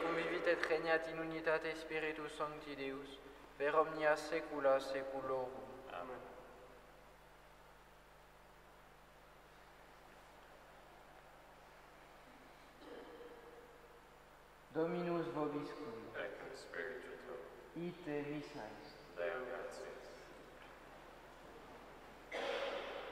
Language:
Latin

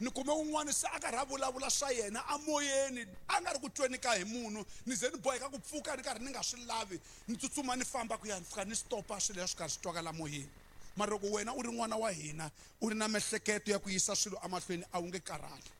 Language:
Tsonga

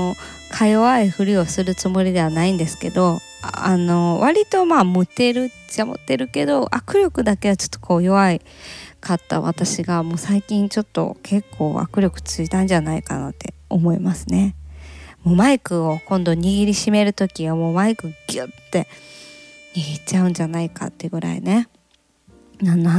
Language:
Japanese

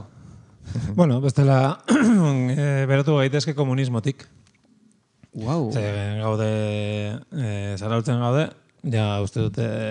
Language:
Basque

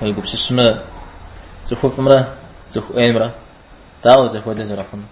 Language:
Kabardian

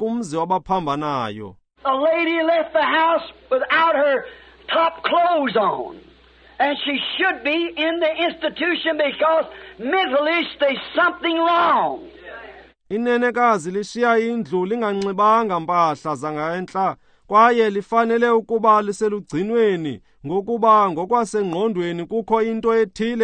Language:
Xhosa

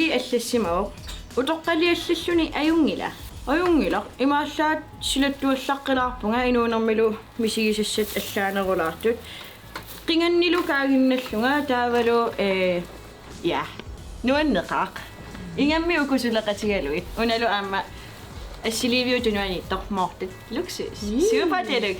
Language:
Kalaallisut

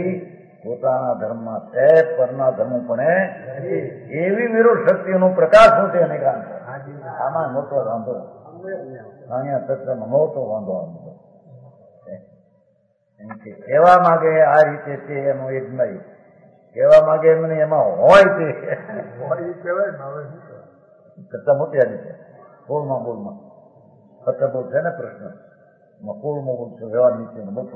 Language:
Gujarati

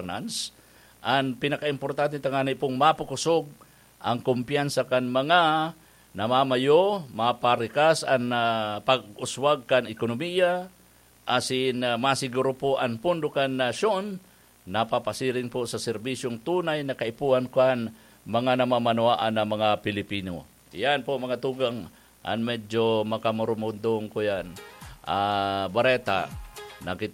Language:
Bikol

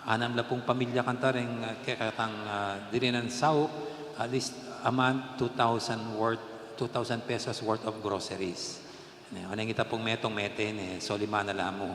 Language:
Pampanga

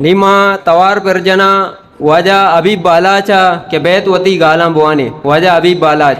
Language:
Eastern Balochi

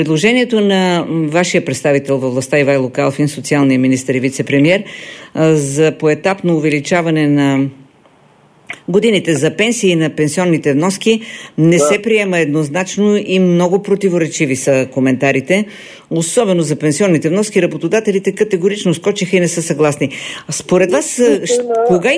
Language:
Bulgarian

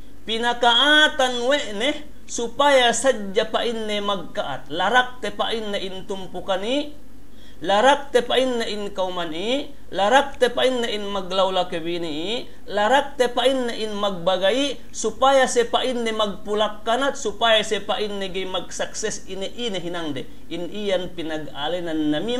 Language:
Yakan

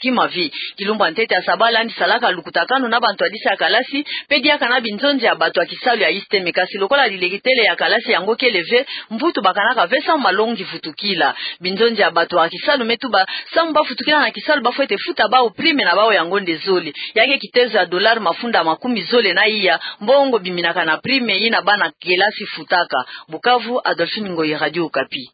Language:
Kituba (Democratic Republic of Congo)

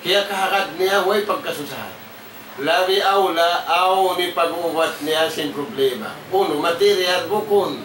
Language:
Tausug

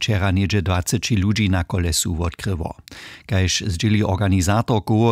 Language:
Upper Sorbian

